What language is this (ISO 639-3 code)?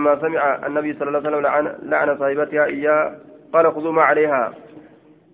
ara